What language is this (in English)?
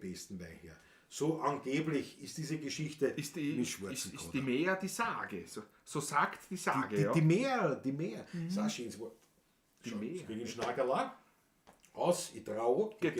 Bavarian